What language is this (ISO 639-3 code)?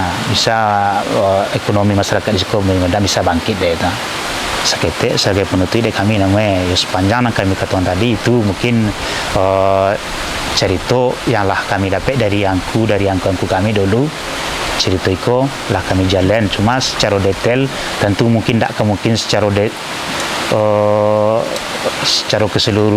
min